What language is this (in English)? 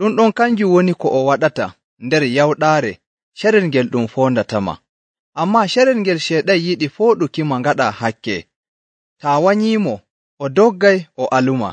Nigerian Fulfulde